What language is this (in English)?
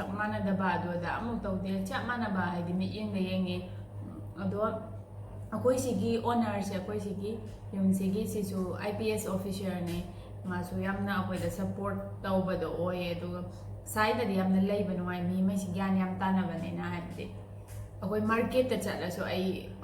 Manipuri